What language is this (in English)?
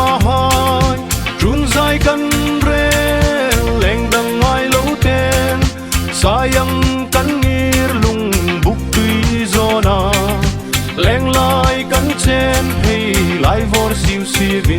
Hmar